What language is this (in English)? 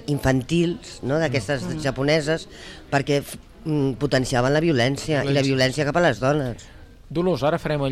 Catalan